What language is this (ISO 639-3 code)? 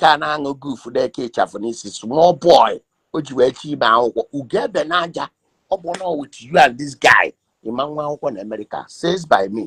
ibo